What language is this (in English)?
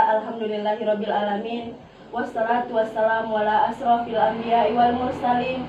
Makasar